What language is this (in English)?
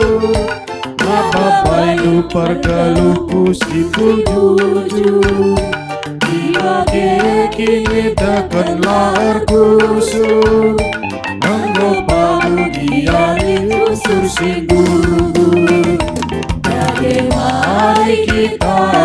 Batak Karo